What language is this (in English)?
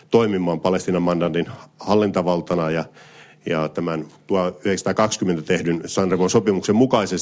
Finnish